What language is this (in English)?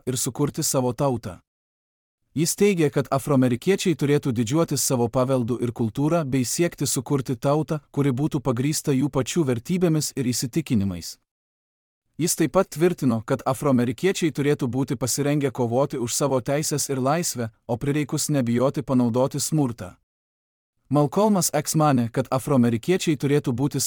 Lithuanian